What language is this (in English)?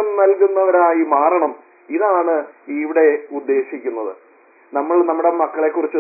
Malayalam